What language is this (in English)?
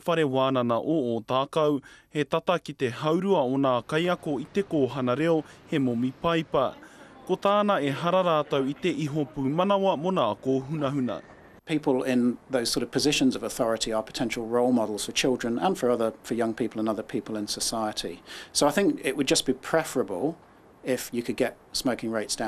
Māori